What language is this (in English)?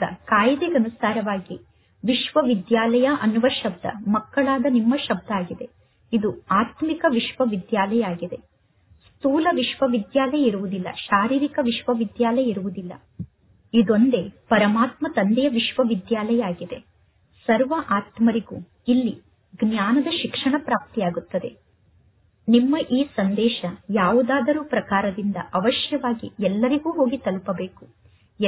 Kannada